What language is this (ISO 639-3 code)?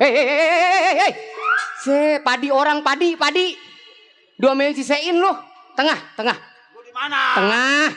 bew